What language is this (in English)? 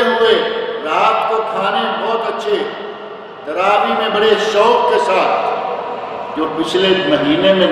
Urdu